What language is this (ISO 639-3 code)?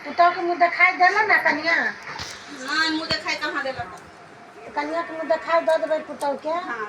mai